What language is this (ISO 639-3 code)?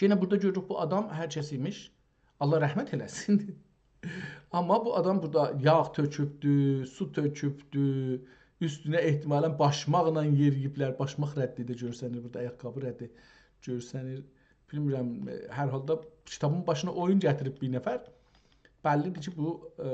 azb